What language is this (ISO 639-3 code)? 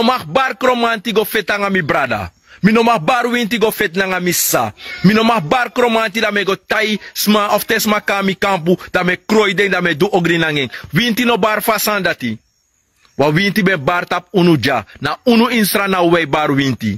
srn